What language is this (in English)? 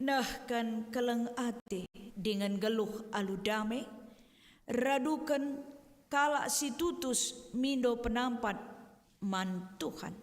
Batak Karo